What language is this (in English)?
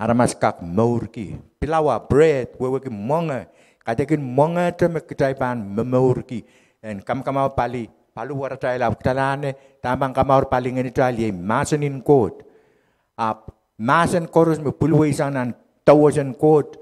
Pohnpeian